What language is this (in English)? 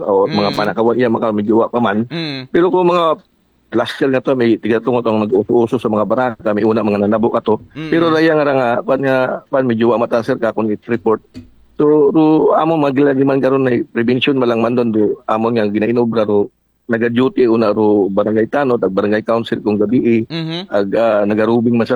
Aklanon